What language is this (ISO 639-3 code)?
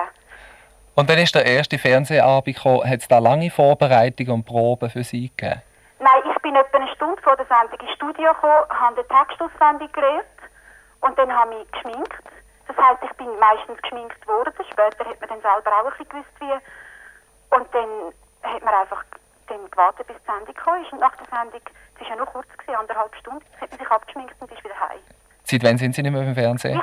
gsw